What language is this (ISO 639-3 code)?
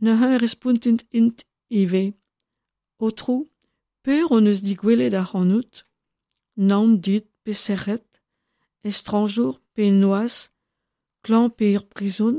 bre